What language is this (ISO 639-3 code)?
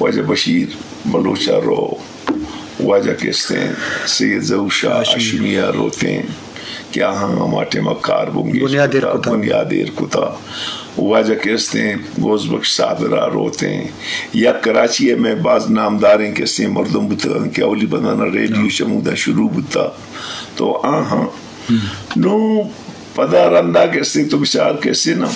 bgp